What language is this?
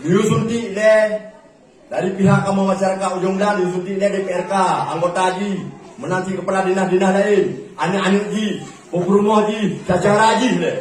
Achinese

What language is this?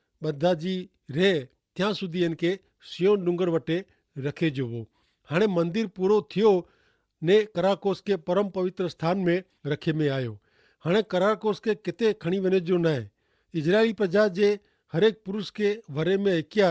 Kachhi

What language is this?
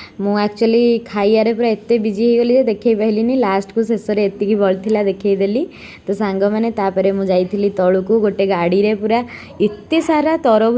Odia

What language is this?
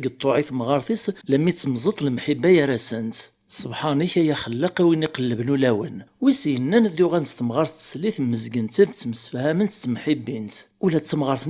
Kabyle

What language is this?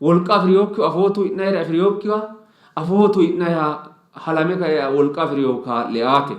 Sidamo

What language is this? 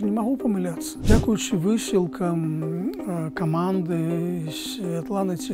Belarusian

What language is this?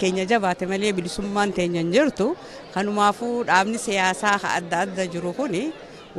Oromo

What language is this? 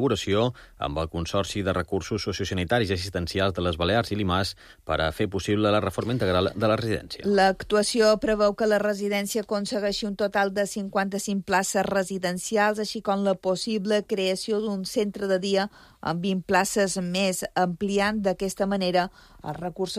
Catalan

